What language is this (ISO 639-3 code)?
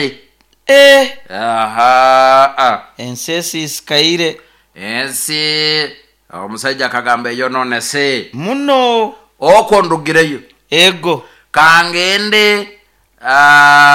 nyo